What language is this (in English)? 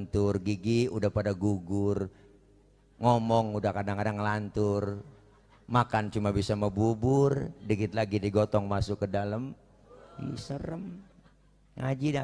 Betawi